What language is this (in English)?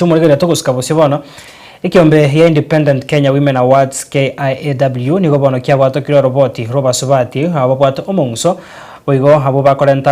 Gusii